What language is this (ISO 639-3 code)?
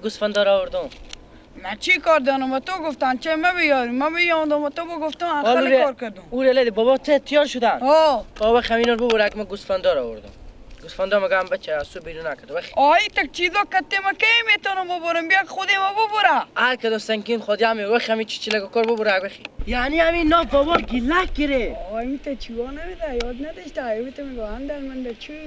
fas